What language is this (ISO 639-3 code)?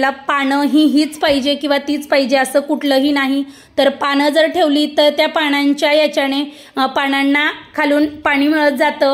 mar